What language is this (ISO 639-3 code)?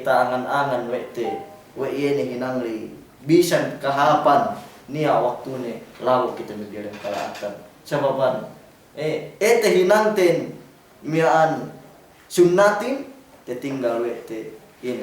yka